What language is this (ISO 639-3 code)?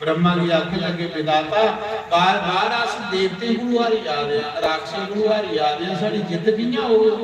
doi